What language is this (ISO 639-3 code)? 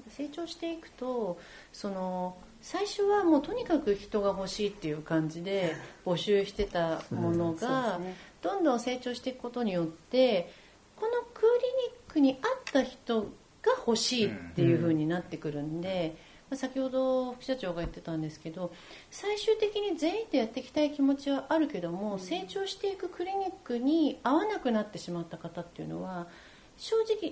jpn